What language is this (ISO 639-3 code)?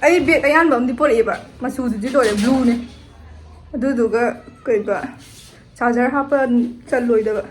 mni